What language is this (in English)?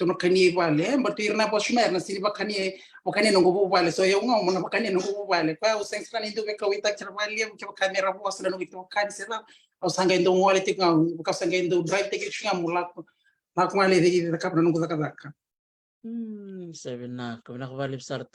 Fijian